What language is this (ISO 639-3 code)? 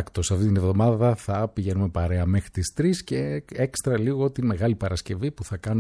ell